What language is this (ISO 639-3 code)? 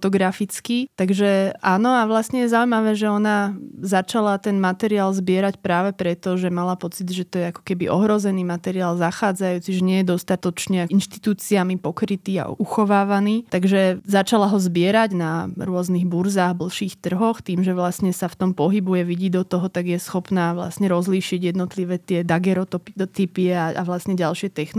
slk